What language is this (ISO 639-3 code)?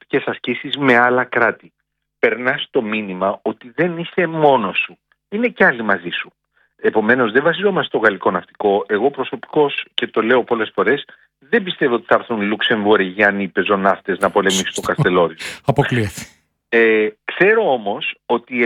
ell